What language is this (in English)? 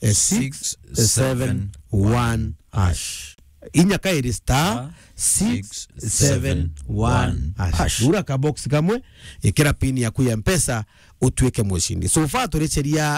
Meru